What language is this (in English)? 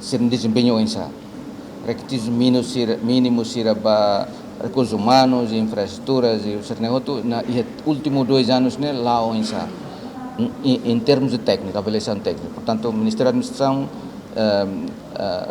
Tetum